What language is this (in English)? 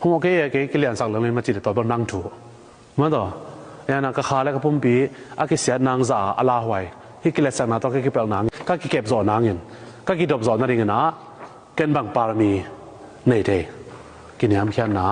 Tedim Chin